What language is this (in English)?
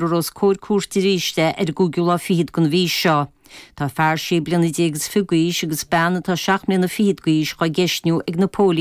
Irish